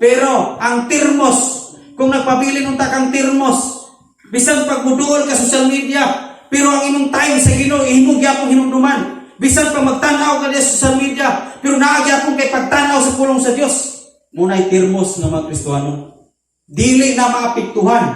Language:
Cebuano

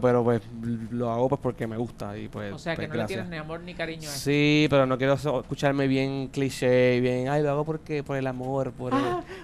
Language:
Spanish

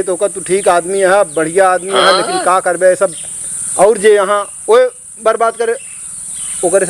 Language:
Awadhi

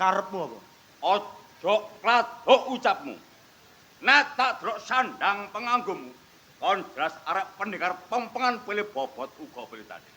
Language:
Javanese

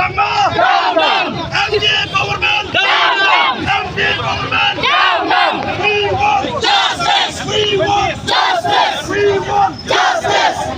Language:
Khasi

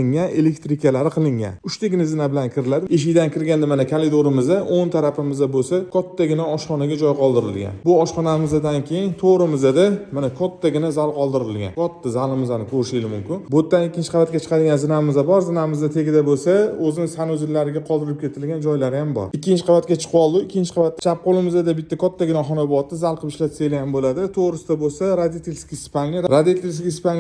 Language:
Uzbek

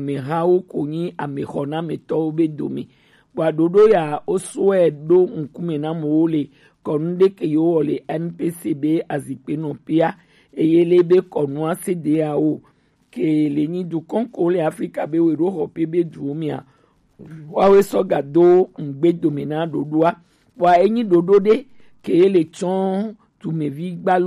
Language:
Gen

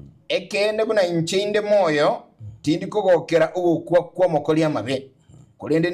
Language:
Gusii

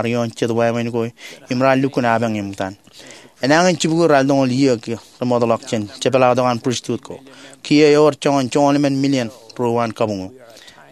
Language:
Marshallese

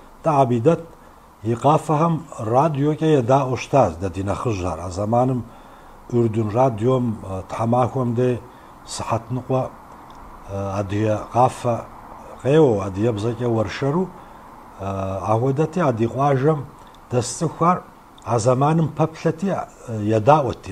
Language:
Kabardian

